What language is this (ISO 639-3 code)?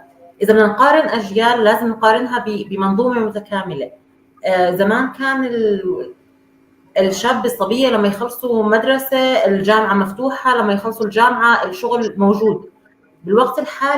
apc